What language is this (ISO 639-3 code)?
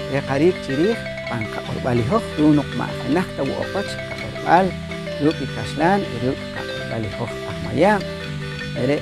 poh